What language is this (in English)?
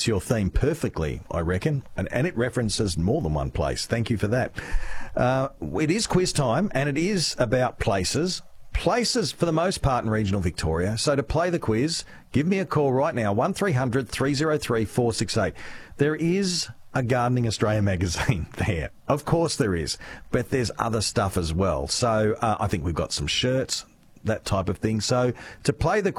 English